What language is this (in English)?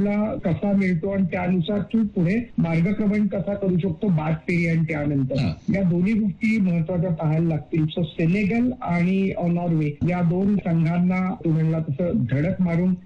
Marathi